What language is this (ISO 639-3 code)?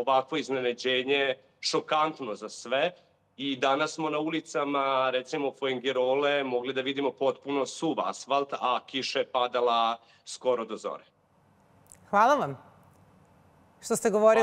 srp